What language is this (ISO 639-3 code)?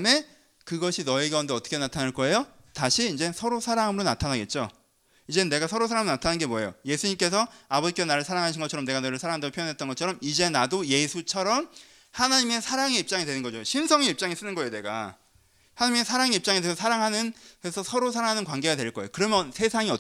kor